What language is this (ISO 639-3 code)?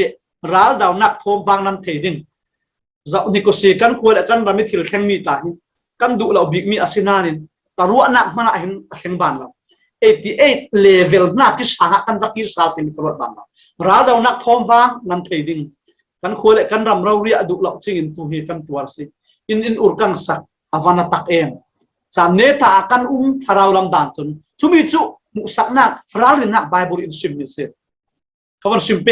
cfm